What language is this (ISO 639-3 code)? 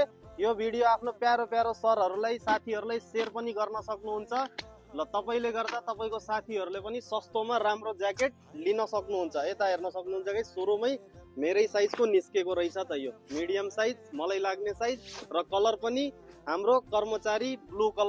nep